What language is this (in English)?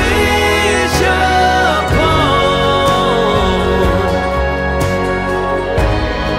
Vietnamese